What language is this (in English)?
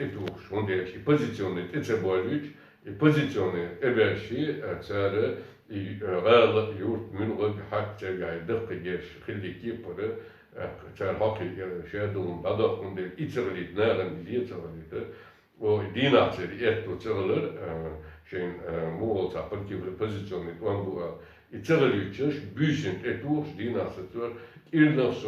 Chechen